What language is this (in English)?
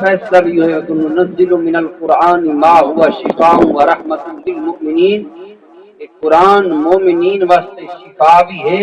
Saraiki